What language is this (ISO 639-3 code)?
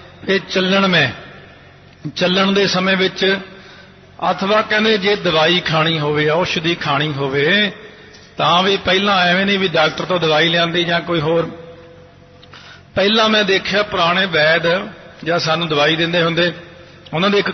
pan